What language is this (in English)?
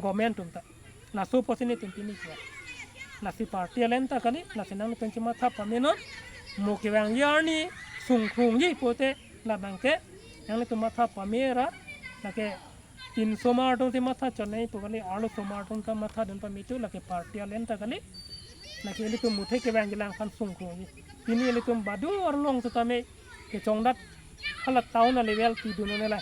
Karbi